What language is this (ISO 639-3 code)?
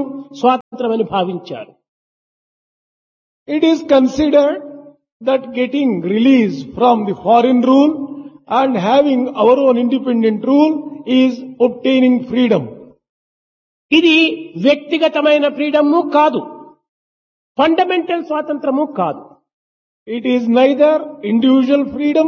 tel